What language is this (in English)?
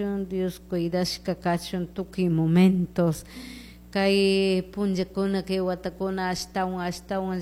Chimborazo Highland Quichua